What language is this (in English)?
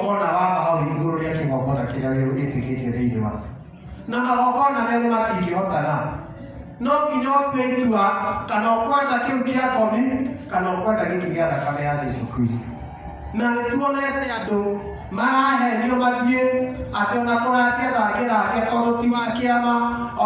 Kikuyu